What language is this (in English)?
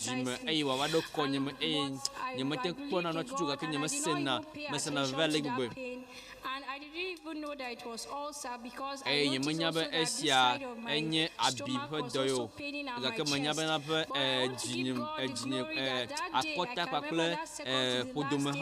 Ewe